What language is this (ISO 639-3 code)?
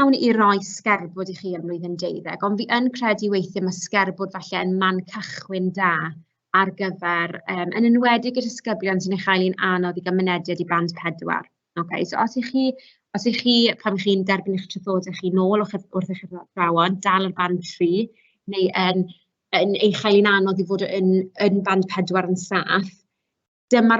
cym